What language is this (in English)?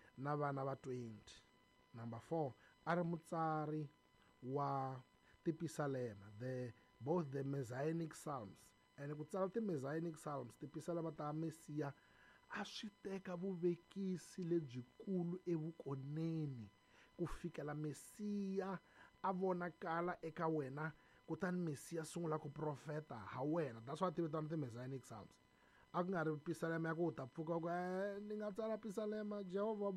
Tsonga